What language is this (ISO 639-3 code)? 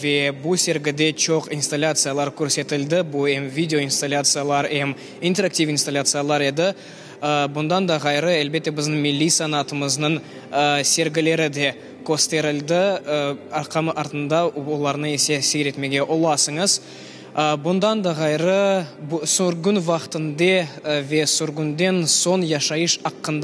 crh